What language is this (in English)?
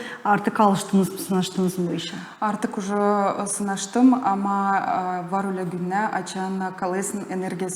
Gagauz